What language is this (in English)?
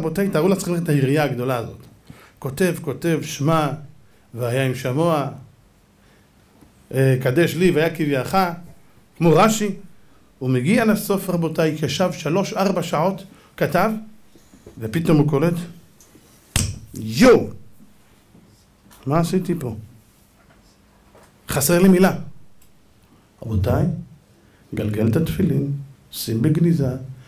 Hebrew